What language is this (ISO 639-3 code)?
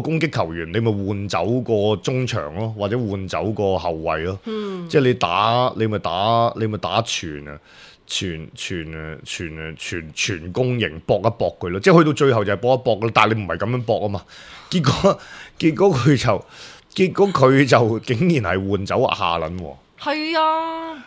yue